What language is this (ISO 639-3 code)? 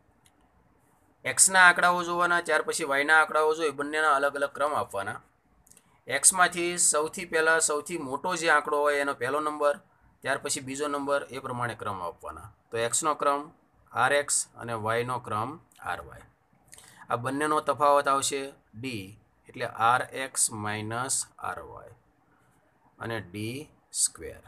guj